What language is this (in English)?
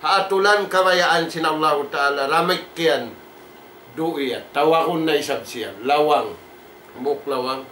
Tausug